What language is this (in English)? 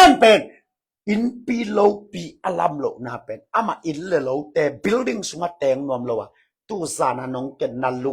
Tedim Chin